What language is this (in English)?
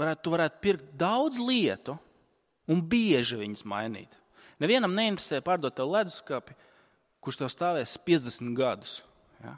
Latvian